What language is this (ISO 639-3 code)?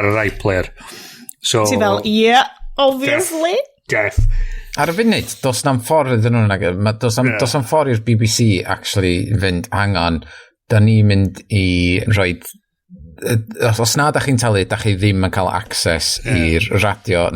cym